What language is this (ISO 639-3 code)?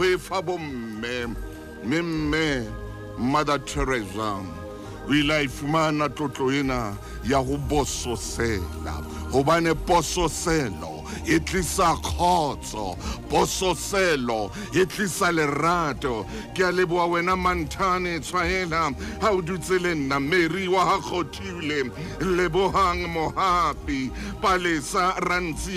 sot